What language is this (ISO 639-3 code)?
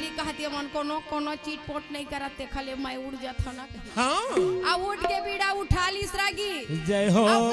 hne